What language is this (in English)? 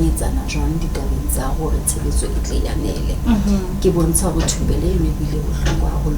Southern Sotho